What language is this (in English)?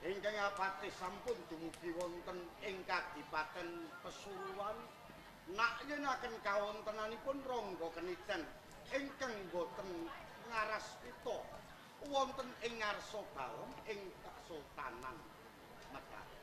Javanese